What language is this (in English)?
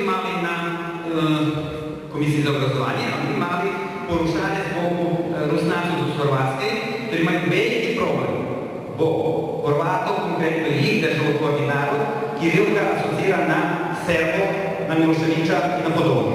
Rusyn